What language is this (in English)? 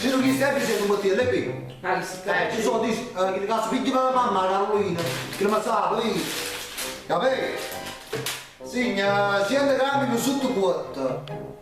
Neapolitan